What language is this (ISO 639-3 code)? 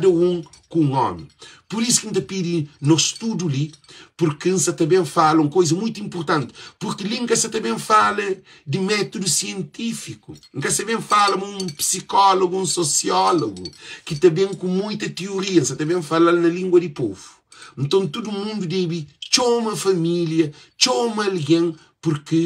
kea